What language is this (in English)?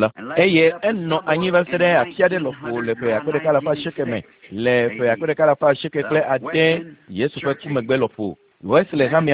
Ewe